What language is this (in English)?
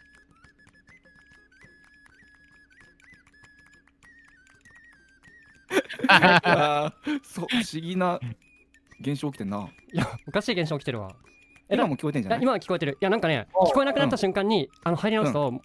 Japanese